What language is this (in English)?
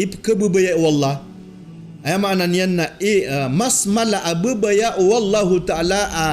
Maranao